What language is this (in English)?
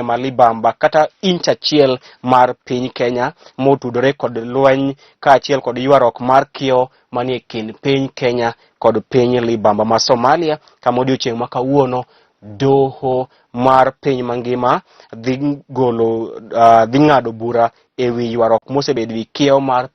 Luo (Kenya and Tanzania)